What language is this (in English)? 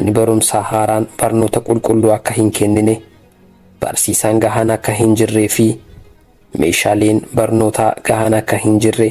Oromo